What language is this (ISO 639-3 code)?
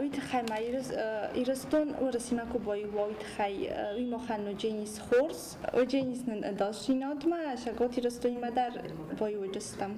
oss